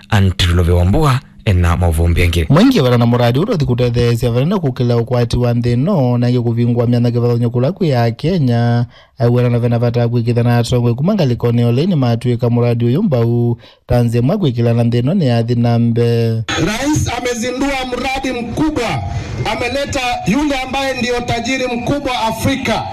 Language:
Kamba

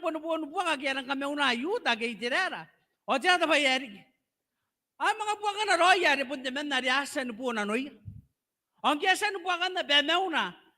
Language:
Gilbertese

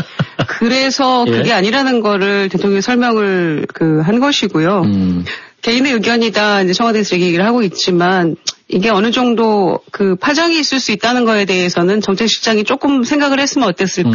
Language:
Korean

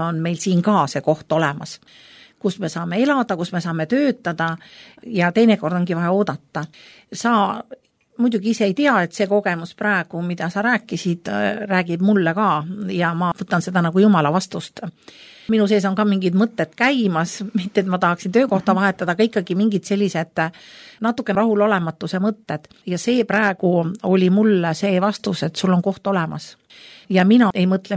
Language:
Estonian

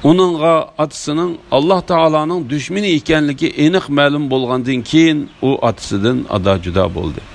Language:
Uyghur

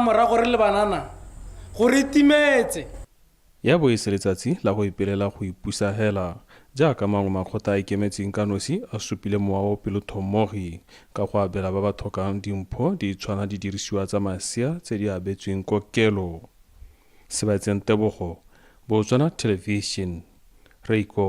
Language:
Tswana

